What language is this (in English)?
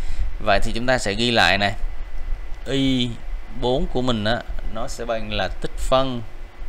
Vietnamese